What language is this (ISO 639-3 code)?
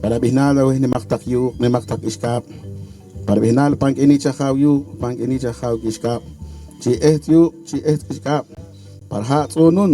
poh